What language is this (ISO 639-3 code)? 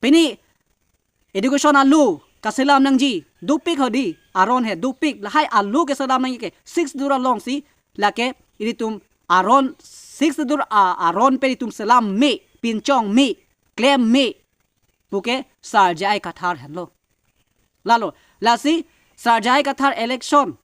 mjw